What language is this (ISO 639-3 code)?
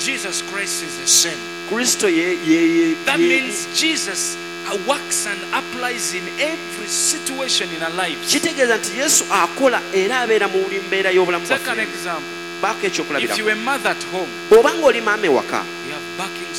lug